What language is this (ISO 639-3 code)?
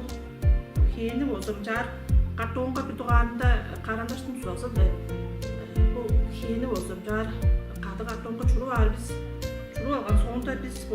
tyv